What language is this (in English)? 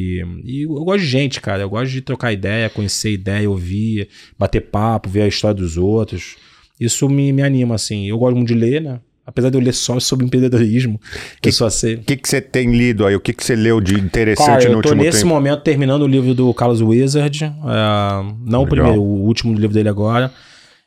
Portuguese